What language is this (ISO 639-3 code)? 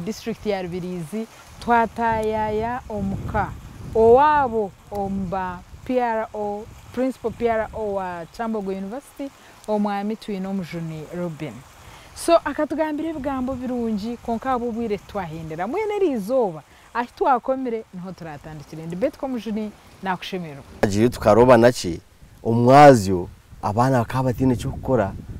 nyn